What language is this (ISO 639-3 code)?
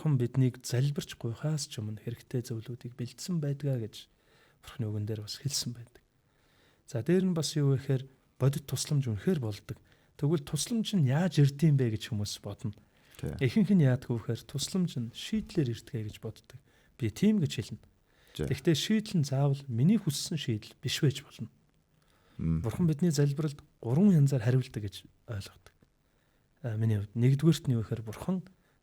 mon